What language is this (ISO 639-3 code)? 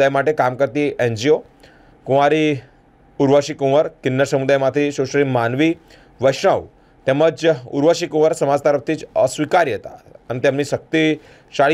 guj